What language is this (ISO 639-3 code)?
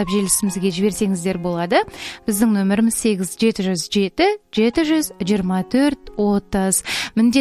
kaz